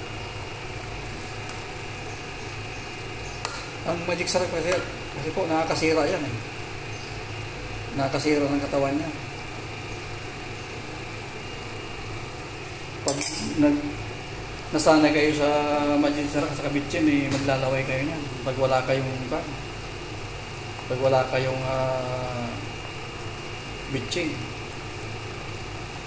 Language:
Filipino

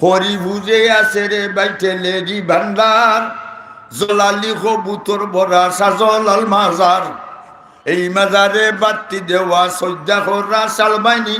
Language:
Sylheti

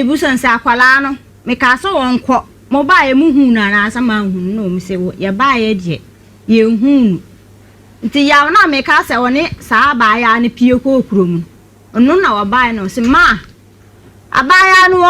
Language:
Akan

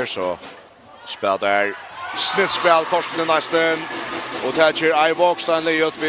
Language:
Faroese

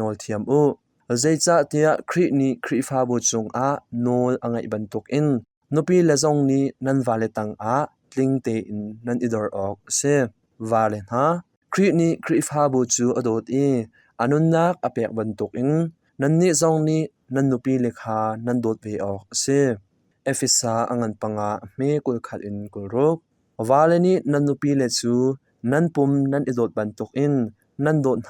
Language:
Hakha Chin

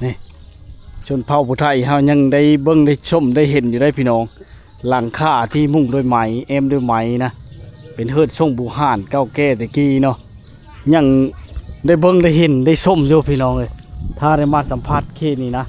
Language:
Lao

